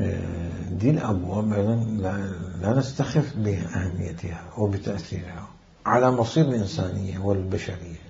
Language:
Mesopotamian Arabic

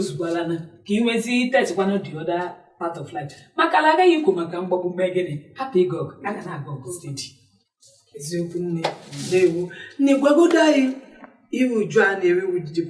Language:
Igbo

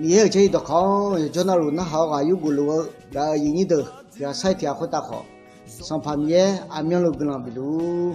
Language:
Akha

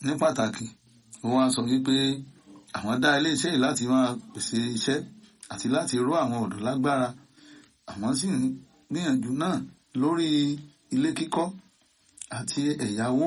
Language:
Yoruba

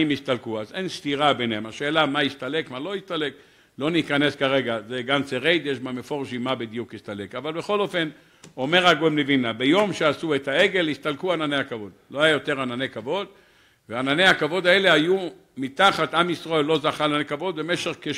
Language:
Hebrew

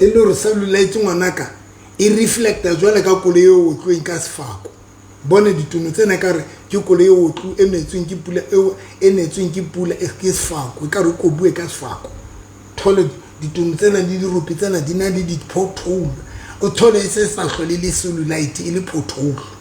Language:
Southern Sotho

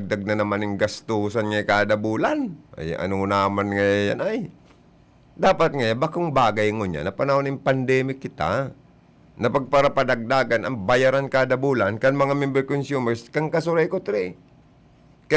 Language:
Bikol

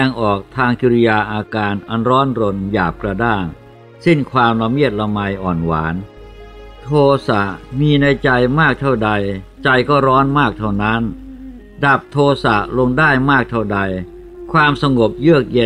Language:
Thai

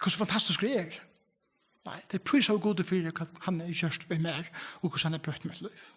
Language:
Faroese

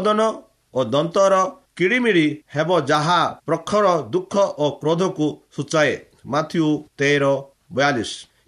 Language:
Odia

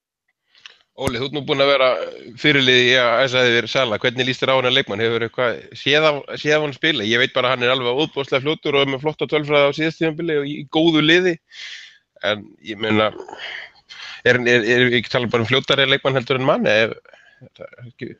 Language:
Icelandic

